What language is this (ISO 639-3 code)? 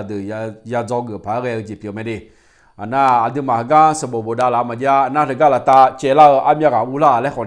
ahk